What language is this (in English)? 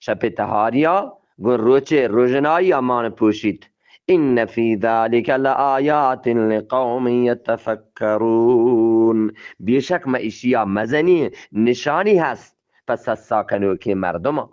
Eastern Balochi